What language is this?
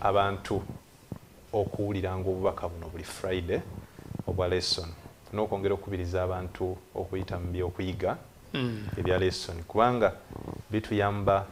Ganda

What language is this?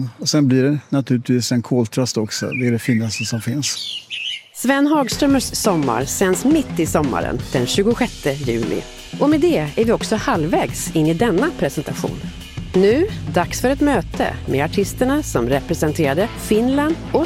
Swedish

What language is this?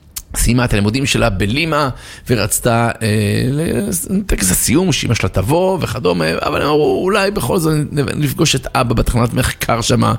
Hebrew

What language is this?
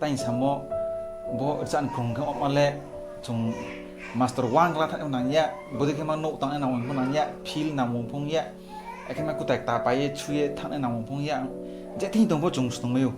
Riang (India)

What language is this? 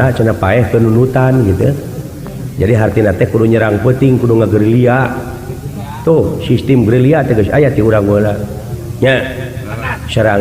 Sundanese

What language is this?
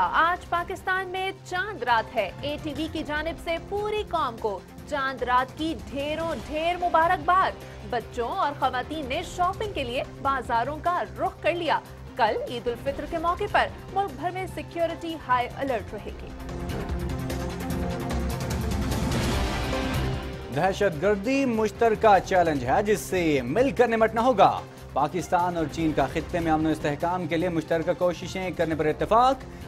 Urdu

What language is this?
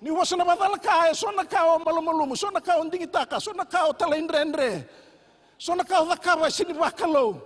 Fijian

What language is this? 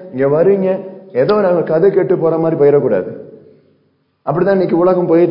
Tamil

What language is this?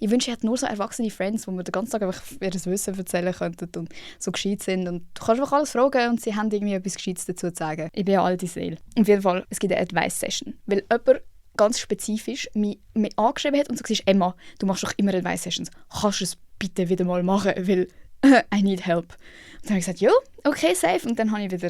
Swiss German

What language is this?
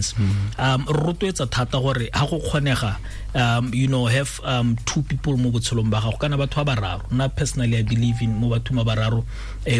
Tswana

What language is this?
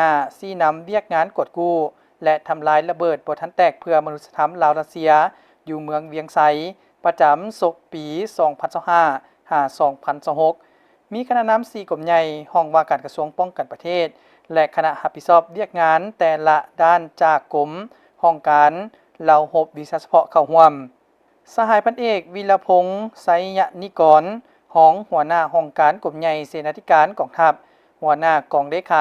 Lao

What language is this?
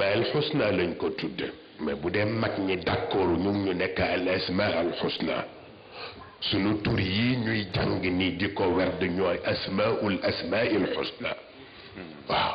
Wolof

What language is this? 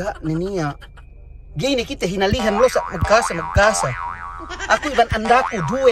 Yakan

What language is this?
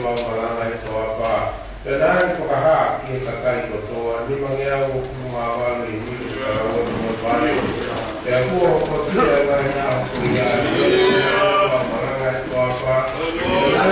Tongan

